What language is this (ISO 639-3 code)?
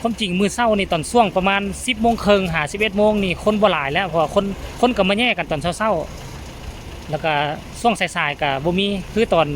lao